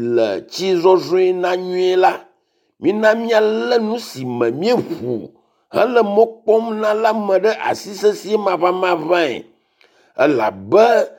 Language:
Ewe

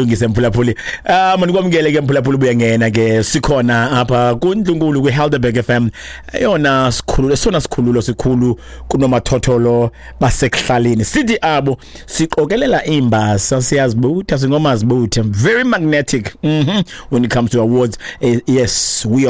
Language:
Xhosa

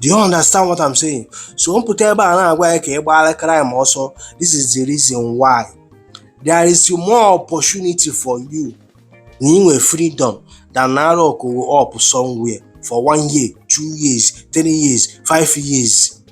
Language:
Igbo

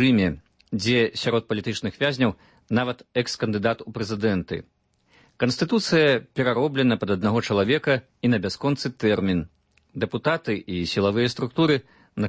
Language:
Belarusian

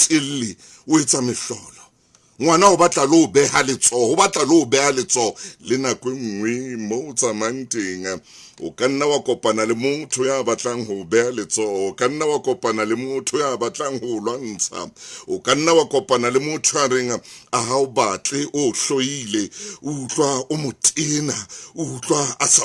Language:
Southern Sotho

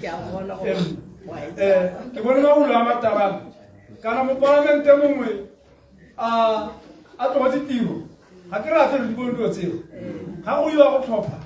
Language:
Tswana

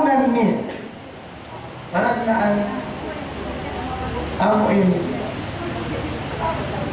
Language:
Tausug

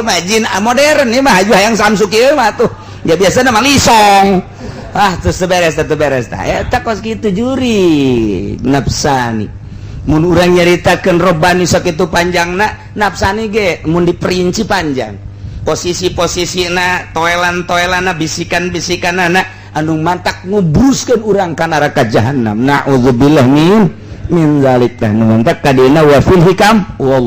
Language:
Sundanese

